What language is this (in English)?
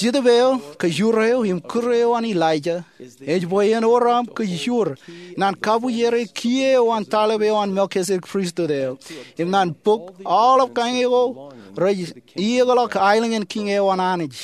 Marshallese